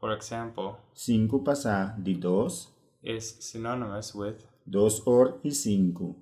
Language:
Papiamento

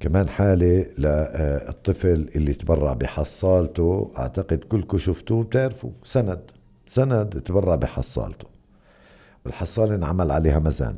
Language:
North Levantine Arabic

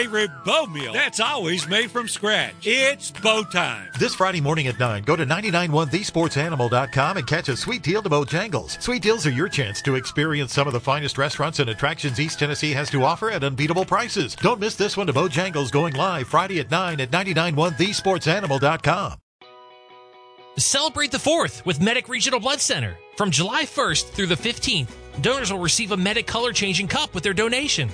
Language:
English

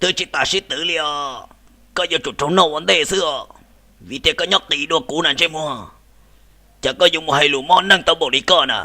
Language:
Hmong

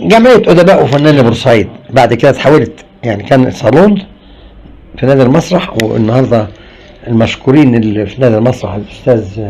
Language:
Egyptian Arabic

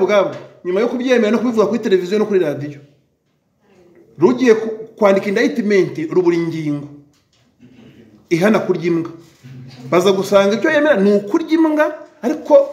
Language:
Kinyarwanda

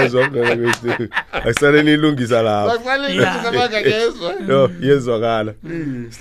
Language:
South Ndebele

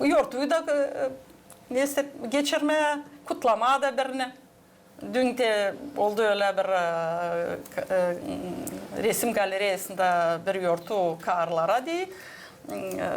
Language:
Gagauz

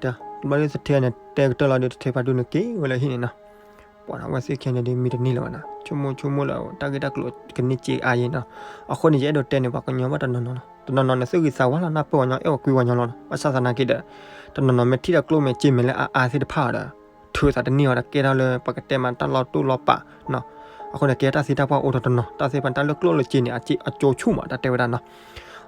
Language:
S'gaw Karen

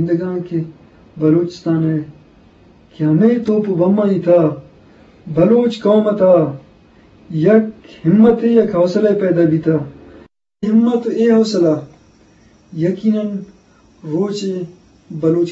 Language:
Eastern Balochi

